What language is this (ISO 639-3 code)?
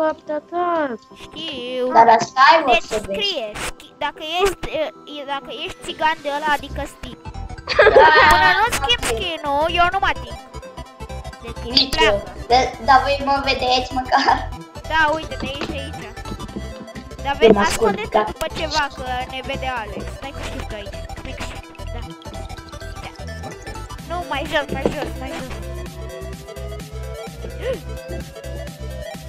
ron